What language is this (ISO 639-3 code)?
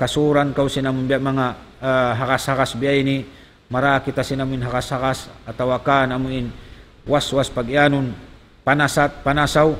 tsg